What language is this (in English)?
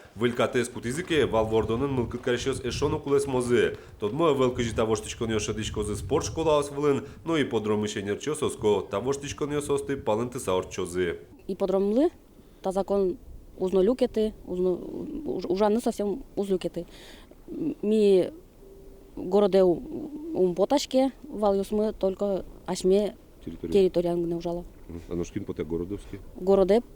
Udmurt